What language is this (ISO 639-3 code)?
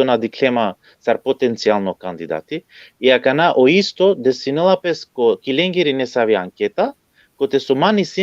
rmn